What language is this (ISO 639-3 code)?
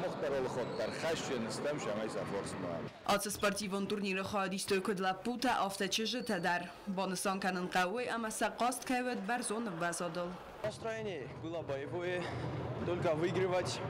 oss